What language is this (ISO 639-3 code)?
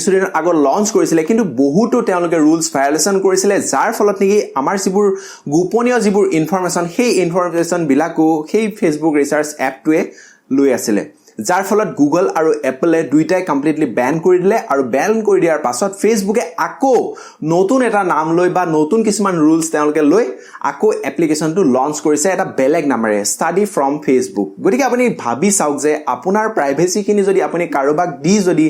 asm